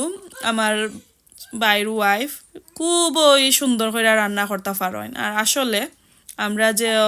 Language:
Sylheti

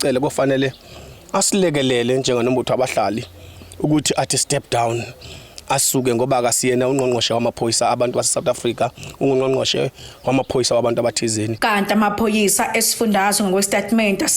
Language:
Zulu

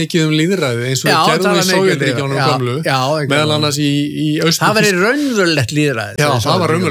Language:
Icelandic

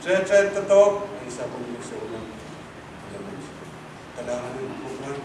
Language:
Pohnpeian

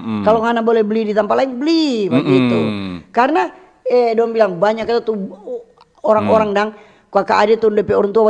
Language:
Manado Malay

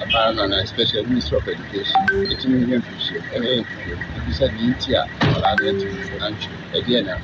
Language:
Akan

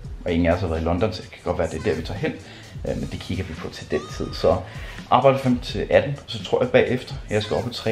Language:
Danish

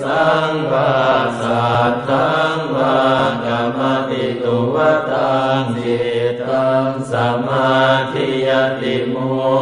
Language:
Pali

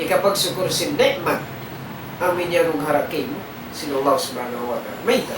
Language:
Tausug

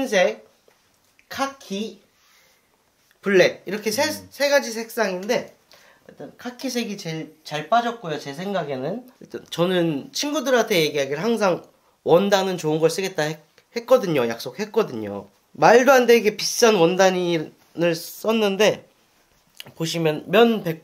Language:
Korean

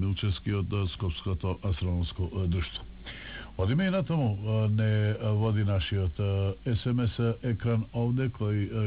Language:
Macedonian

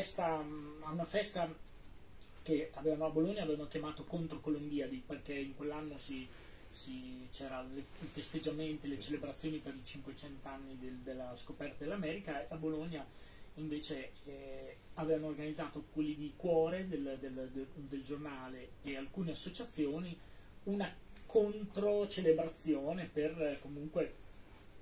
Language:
Italian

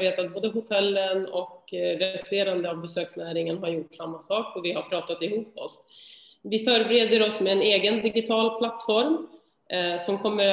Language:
Swedish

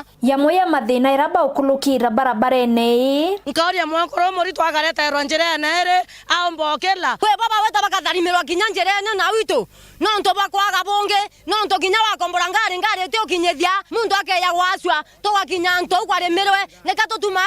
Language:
Meru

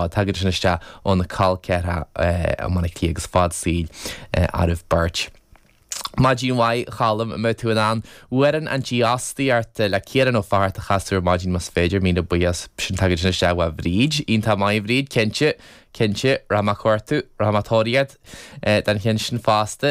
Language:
Irish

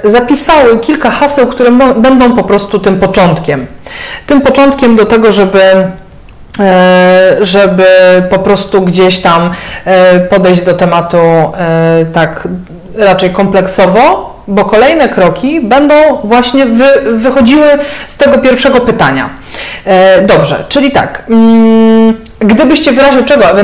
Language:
Polish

